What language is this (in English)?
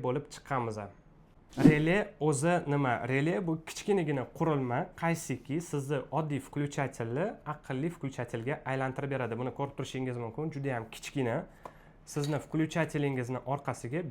Uzbek